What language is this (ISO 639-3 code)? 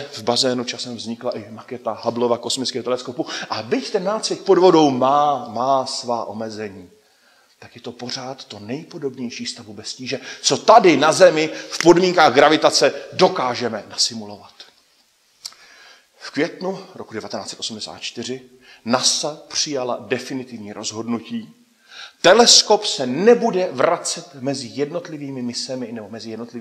ces